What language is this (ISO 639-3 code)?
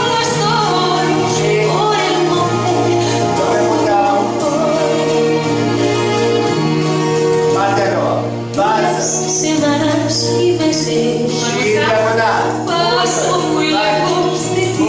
ron